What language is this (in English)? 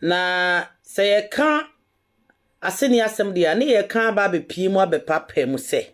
Akan